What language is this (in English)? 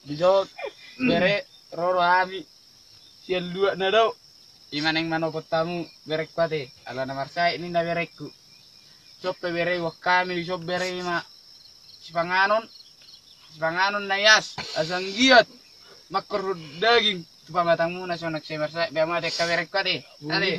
Batak Toba